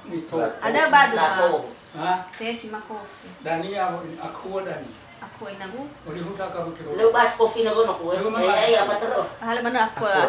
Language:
Nias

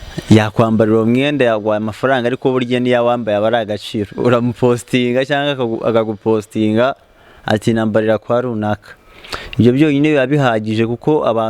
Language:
Kinyarwanda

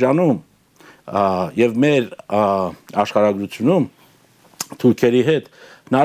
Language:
Armenian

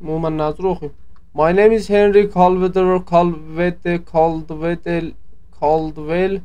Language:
South Azerbaijani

